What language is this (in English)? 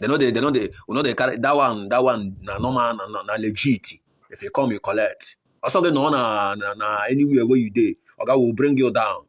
Nigerian Pidgin